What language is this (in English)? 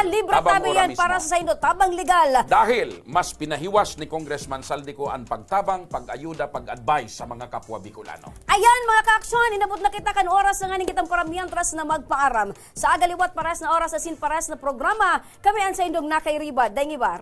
Bikol